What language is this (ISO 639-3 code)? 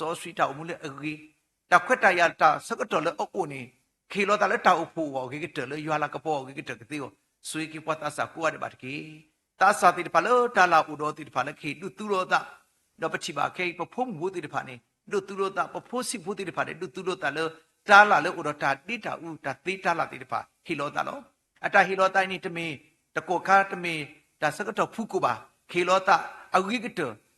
ksw